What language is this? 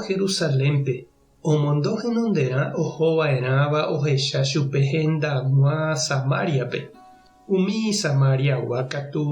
Guarani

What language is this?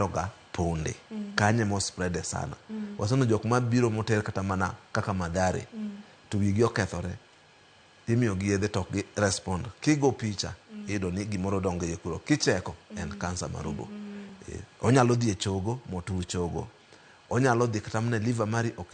Luo (Kenya and Tanzania)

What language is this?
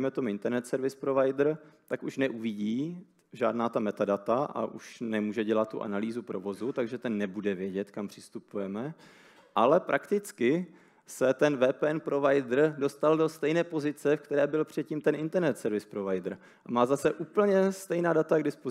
Czech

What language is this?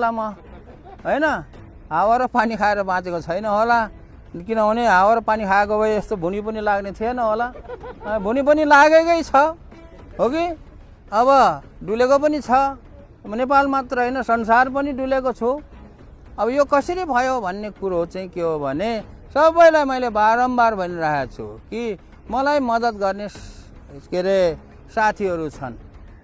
Nepali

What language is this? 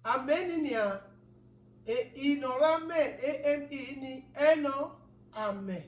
Bini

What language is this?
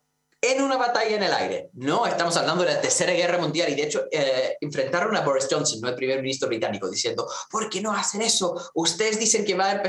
Spanish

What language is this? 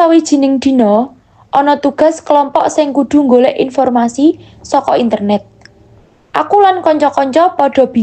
Javanese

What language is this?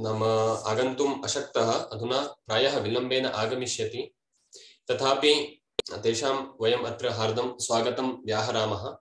Sanskrit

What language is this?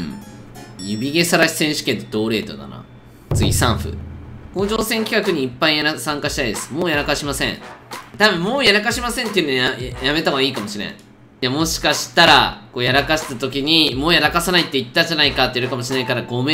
Japanese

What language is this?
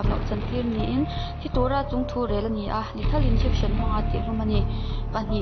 Mizo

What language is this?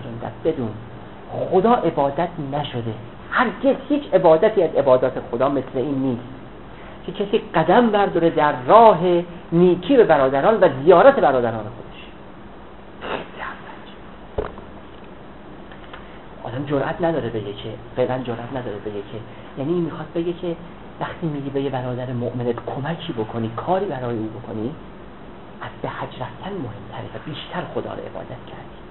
Persian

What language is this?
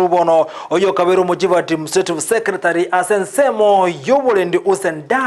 Gusii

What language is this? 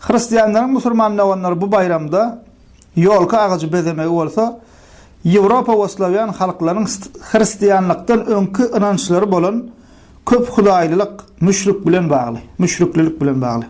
Turkmen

